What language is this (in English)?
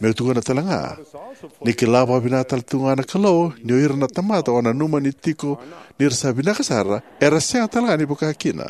Fijian